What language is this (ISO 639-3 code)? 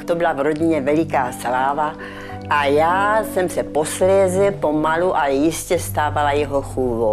ces